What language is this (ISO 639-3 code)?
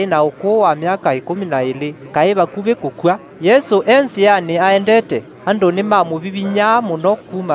kam